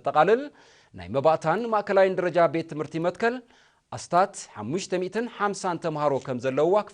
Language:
Tigrinya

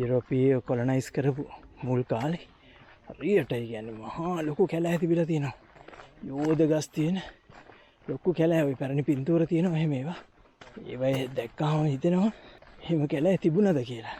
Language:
Sinhala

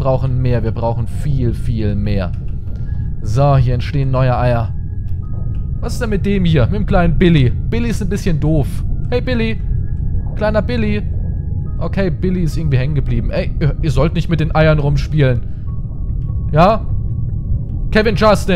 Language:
German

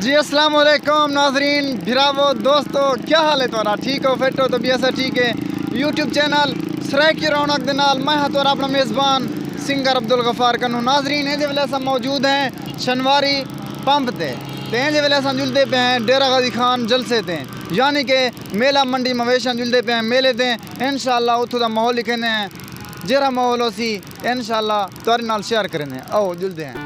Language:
Saraiki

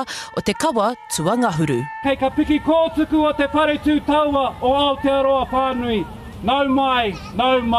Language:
Māori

